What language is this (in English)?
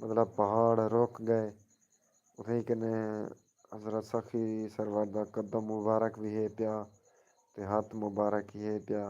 Saraiki